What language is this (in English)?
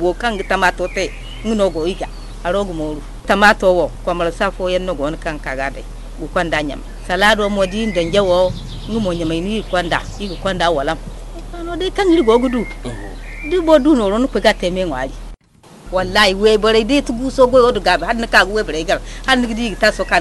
Zarma